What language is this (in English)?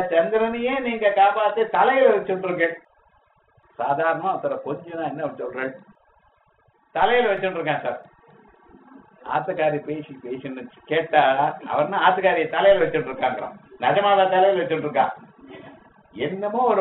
Tamil